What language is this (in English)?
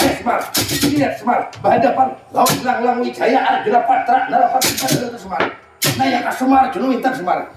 Banjar